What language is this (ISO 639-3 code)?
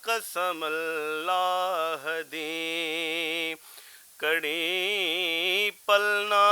lah